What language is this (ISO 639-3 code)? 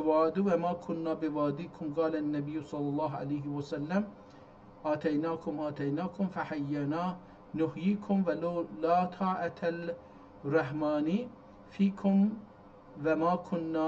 azb